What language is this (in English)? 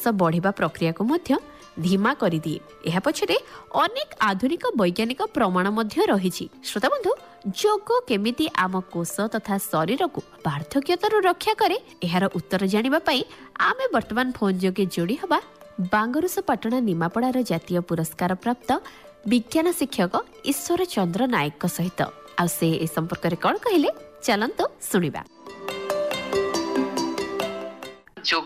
Odia